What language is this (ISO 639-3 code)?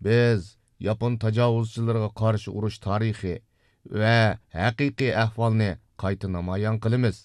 uig